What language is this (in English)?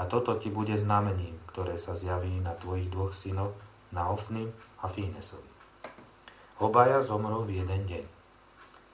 Slovak